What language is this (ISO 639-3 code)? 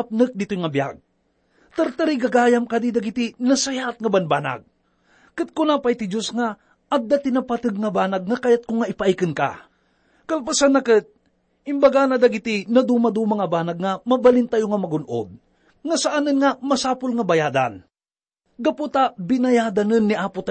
ilo